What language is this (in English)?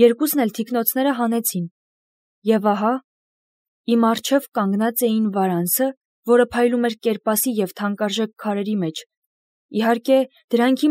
Armenian